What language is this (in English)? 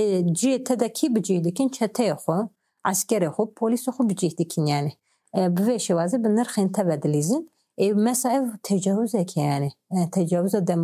Kurdish